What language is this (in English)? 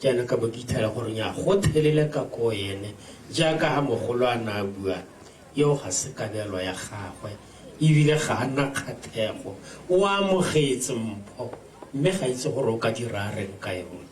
Tswana